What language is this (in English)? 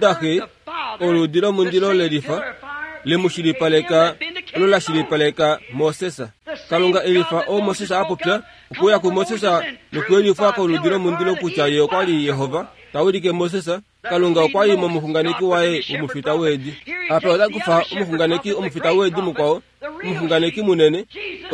Kuanyama